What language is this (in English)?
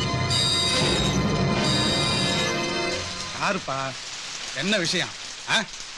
Tamil